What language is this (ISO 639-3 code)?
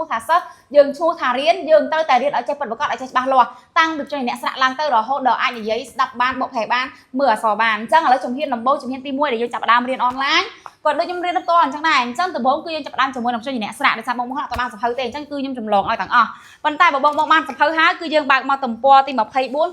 khm